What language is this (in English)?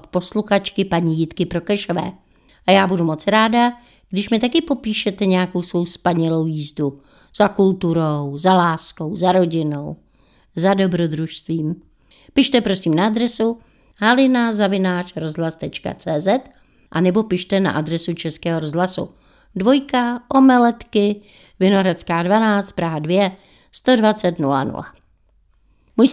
Czech